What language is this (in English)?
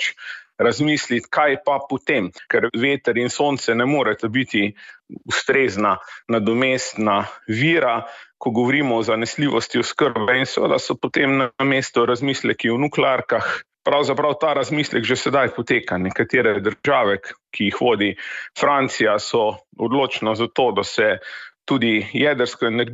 Slovenian